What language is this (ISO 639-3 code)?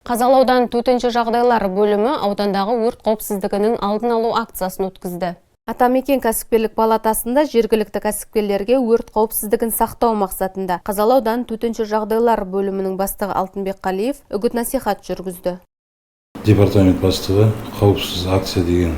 kaz